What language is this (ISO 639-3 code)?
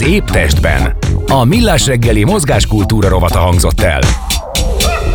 hun